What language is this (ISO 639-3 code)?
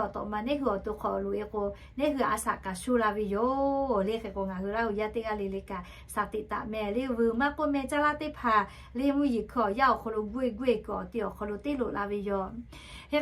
lhu